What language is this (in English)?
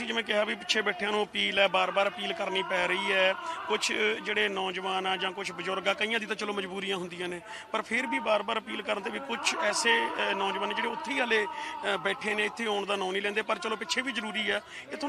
Punjabi